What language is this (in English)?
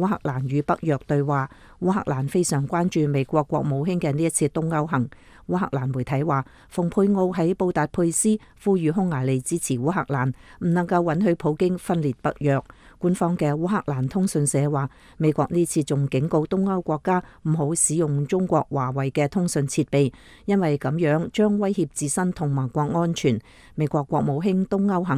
Cantonese